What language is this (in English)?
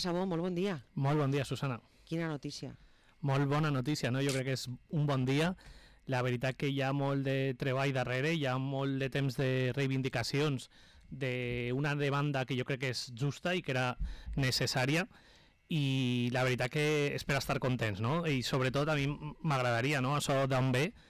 Catalan